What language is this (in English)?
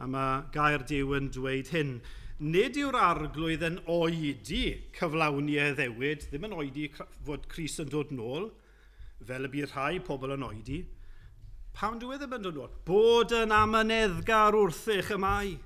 Welsh